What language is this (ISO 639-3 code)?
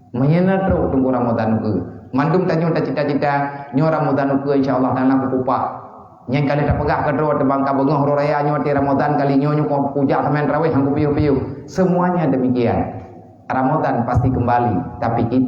ace